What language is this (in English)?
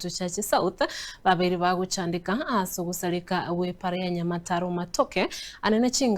Gusii